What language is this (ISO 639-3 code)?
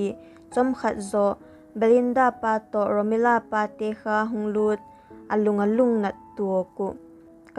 vap